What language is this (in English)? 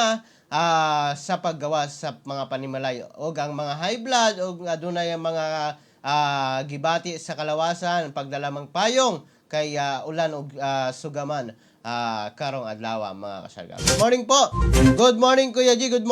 Cebuano